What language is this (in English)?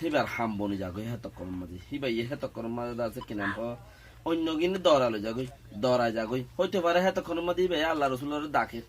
Rohingya